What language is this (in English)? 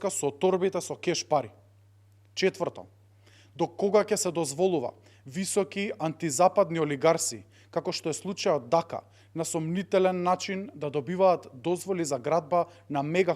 Macedonian